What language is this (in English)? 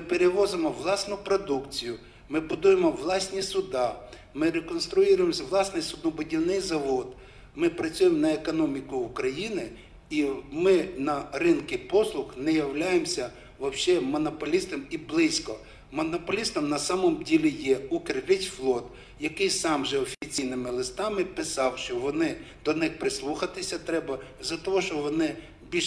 Ukrainian